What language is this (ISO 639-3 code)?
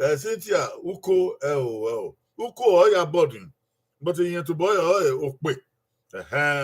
bin